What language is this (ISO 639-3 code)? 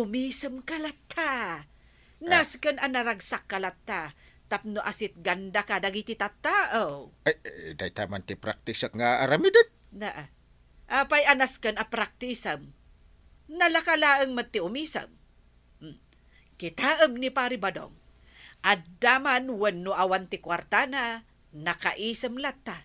ilo